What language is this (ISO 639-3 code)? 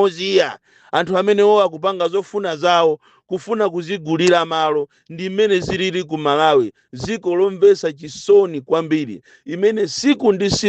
nya